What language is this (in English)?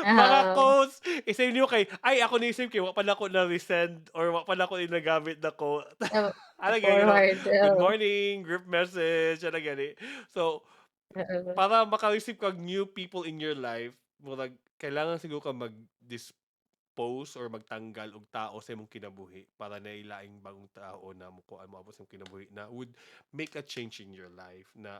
Cebuano